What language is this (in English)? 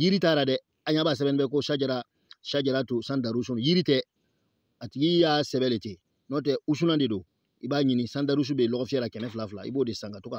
Bambara